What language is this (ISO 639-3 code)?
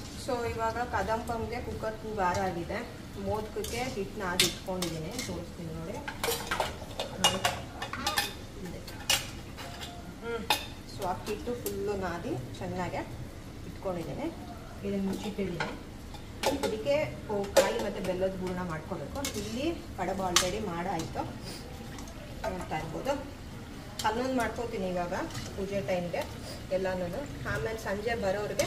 kan